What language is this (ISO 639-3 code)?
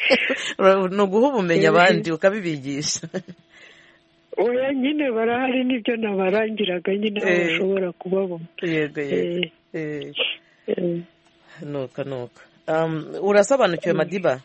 kin